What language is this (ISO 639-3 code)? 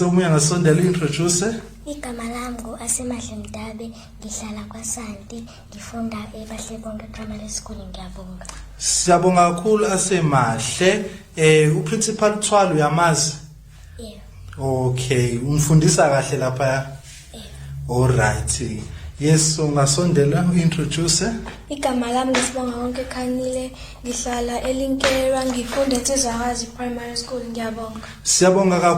zul